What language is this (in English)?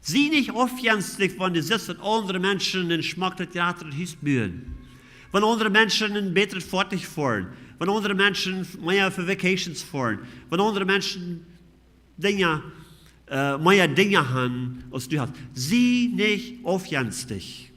Plautdietsch